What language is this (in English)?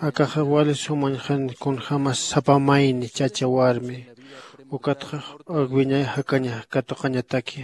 Aymara